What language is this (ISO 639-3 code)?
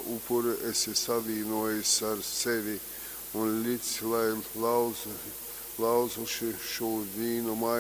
ltg